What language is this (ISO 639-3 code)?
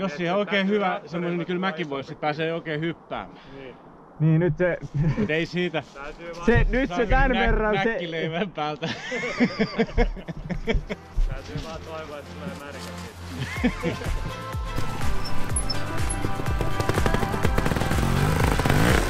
fin